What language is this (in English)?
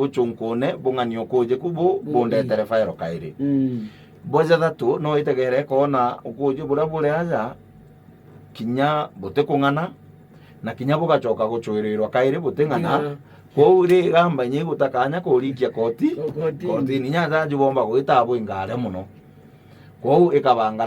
Meru